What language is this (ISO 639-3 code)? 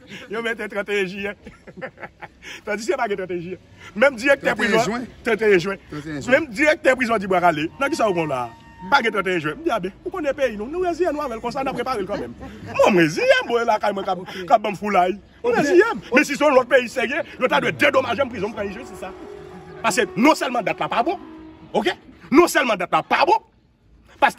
hat